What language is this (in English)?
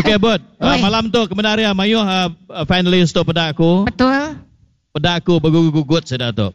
Iban